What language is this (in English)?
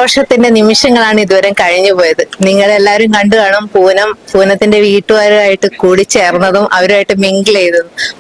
Malayalam